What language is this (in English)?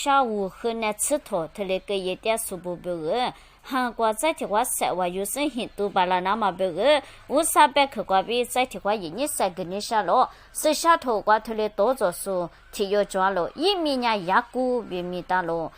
Lisu